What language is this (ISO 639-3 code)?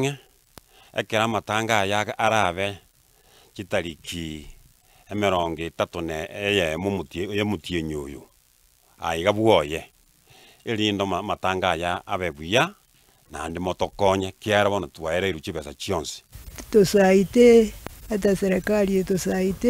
guz